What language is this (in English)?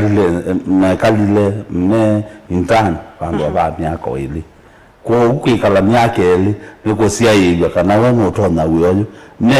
Kamba